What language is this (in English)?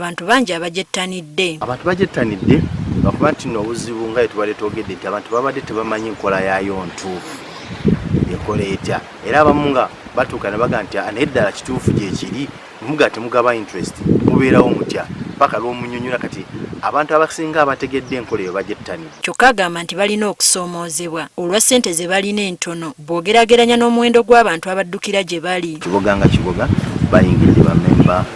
Ganda